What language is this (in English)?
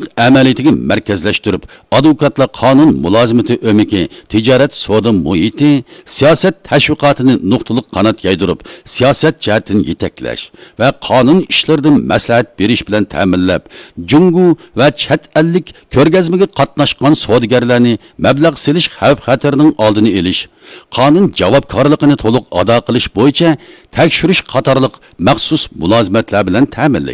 Uyghur